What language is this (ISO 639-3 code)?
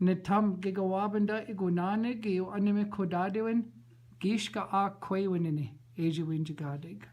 ciw